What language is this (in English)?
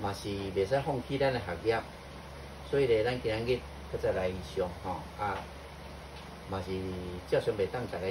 Min Nan Chinese